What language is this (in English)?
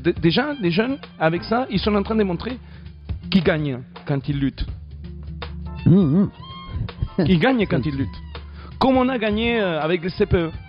French